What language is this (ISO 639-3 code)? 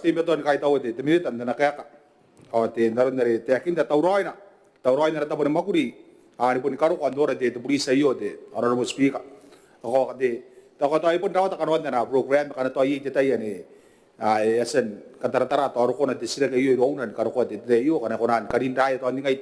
gil